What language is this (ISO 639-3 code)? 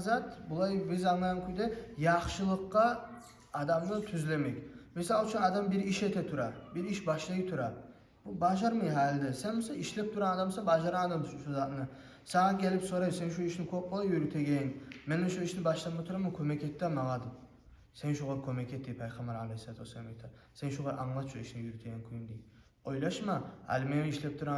kum